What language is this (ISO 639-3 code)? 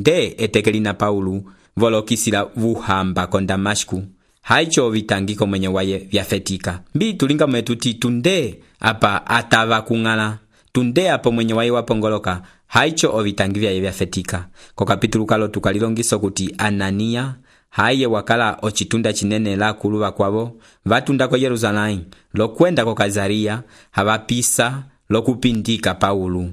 umb